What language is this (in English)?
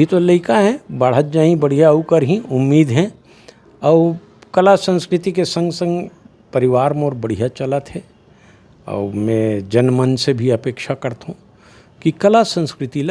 Chhattisgarhi